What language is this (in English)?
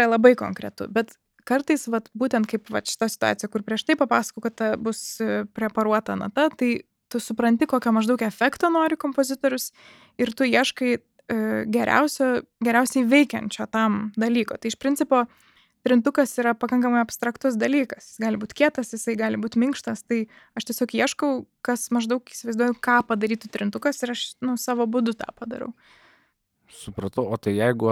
Lithuanian